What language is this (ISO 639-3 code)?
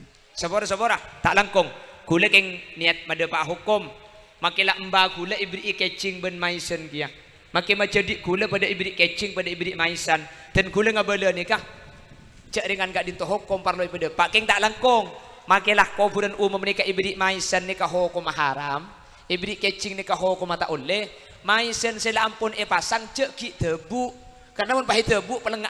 mad